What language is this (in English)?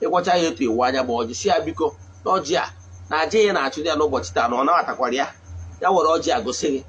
Igbo